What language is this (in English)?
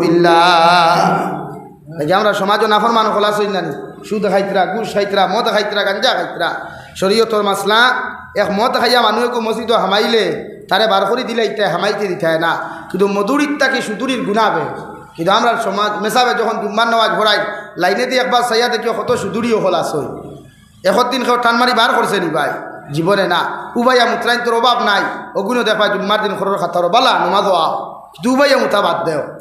Sylheti